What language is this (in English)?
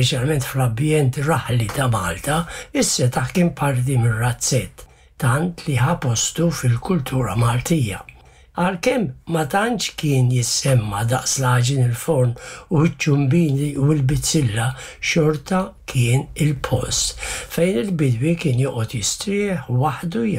Maltese